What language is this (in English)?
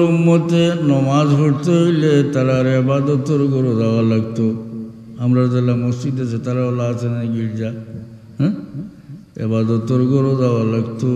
Sylheti